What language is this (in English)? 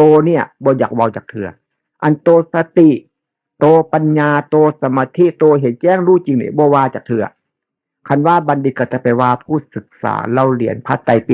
Northeastern Thai